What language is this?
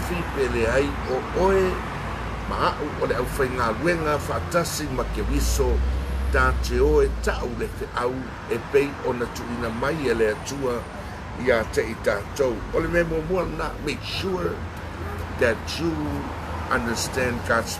Samoan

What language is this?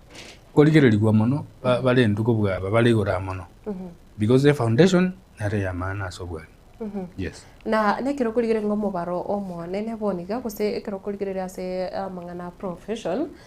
Gusii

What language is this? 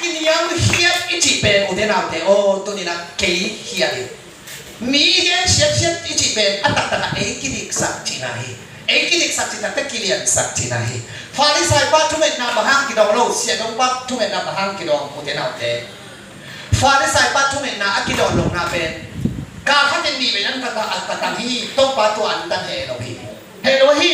Tedim Chin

